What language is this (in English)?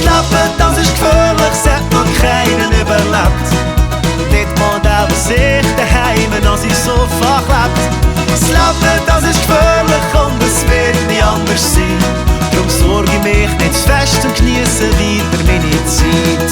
Swiss German